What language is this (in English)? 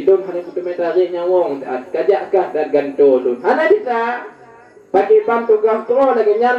Achinese